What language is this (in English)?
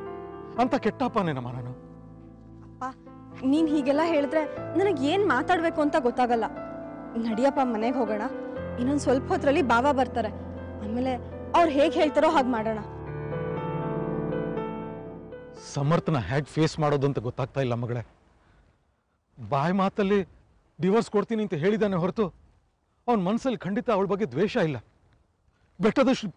Kannada